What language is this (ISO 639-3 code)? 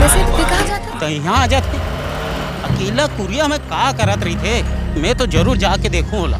hne